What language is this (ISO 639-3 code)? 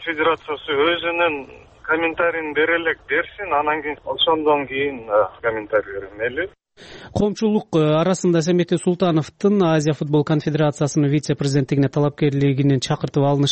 kir